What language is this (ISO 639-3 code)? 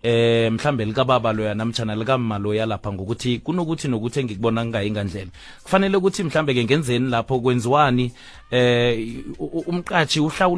nbl